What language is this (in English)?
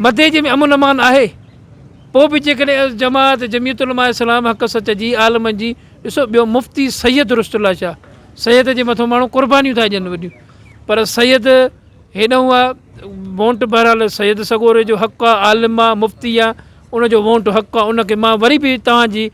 Sindhi